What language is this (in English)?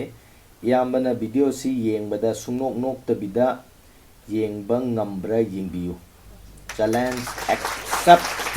Manipuri